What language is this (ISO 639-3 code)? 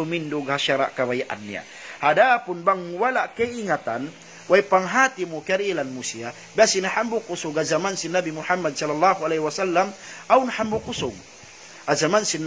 tsg